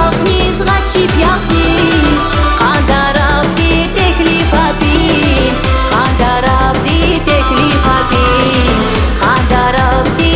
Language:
Tabassaran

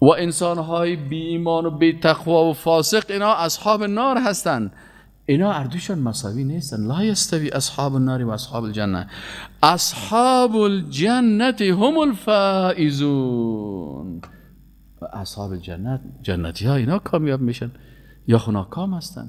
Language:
Persian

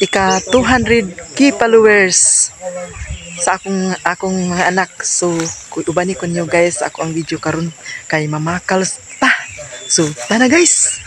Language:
Cebuano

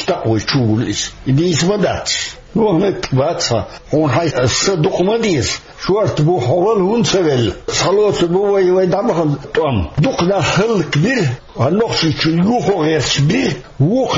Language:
Chechen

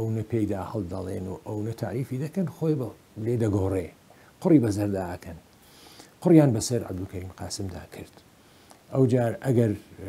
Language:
Central Kurdish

